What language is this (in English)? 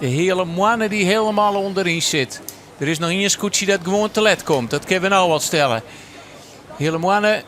Western Frisian